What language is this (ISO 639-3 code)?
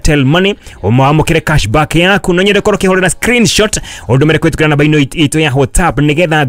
kik